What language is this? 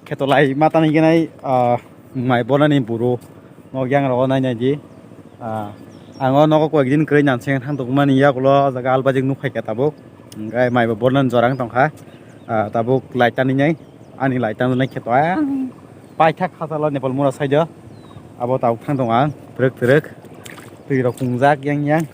Kok Borok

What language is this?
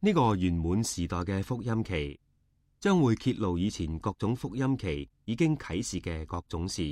Cantonese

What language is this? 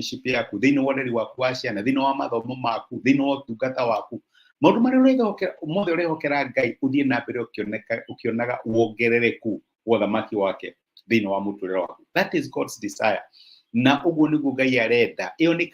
Kikuyu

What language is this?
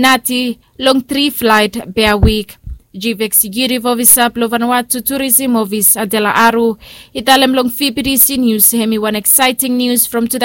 Bislama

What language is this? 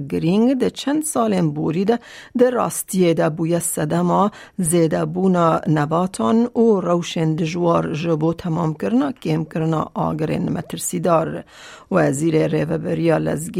Kurdish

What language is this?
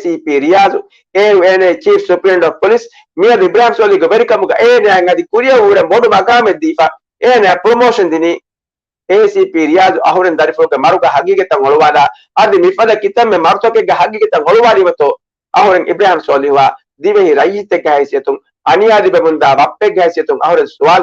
Divehi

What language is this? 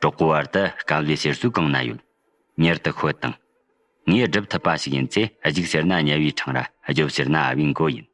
Tibetan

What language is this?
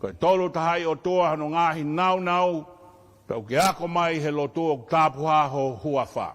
Tongan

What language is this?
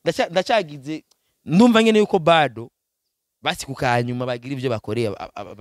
Rundi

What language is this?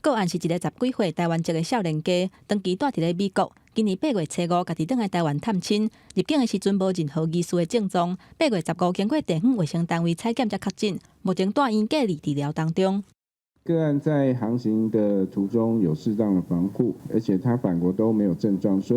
Min Nan Chinese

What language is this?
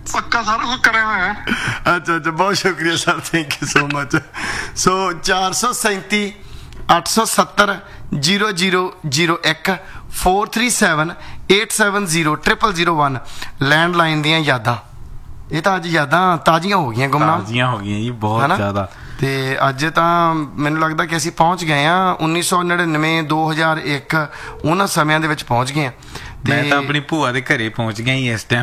Punjabi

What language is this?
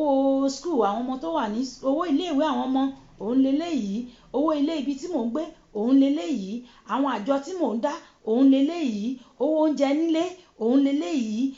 Yoruba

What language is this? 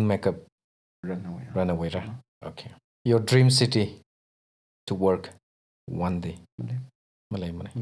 Tangkhul Naga (India)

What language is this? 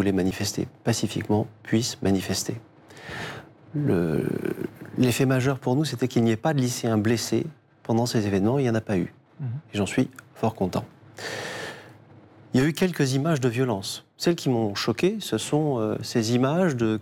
French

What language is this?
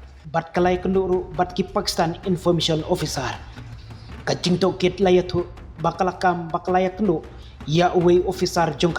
Khasi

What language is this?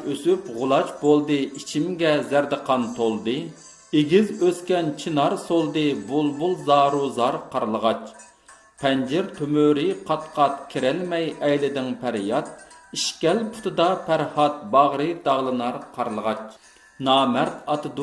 Uyghur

